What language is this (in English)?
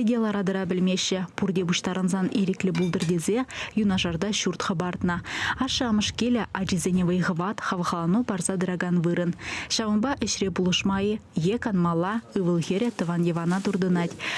Chuvash